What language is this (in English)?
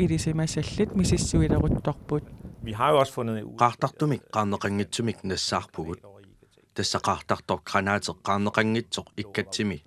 Kalaallisut